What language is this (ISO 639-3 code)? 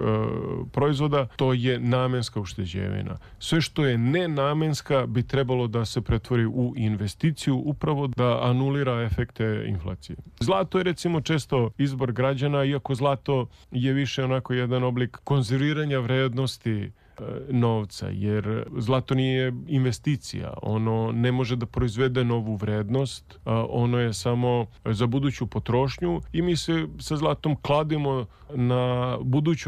srp